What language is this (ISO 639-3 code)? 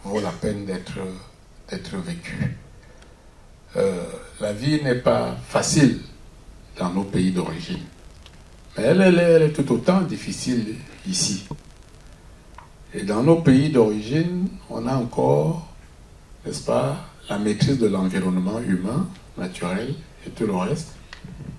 fra